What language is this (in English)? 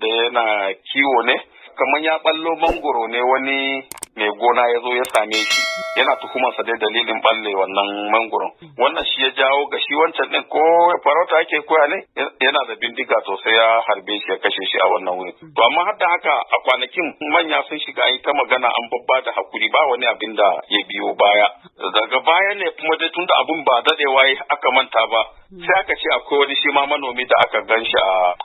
Hausa